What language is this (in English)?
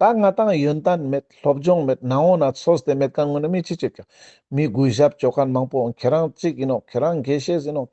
Ladakhi